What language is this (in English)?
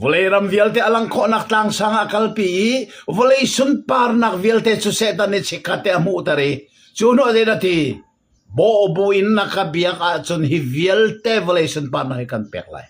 Hakha Chin